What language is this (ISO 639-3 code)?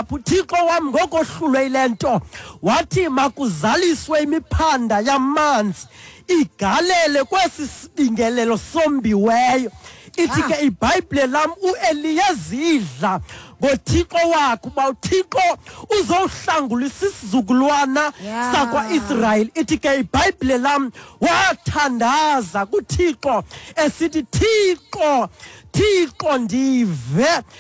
xho